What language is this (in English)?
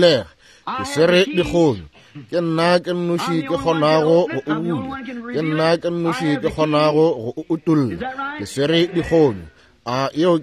Northern Sotho